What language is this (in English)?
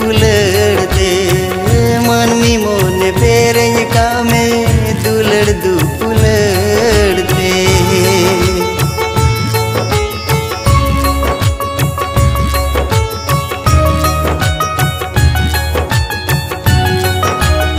Santali